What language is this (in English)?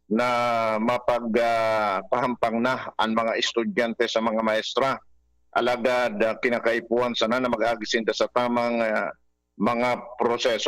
Bikol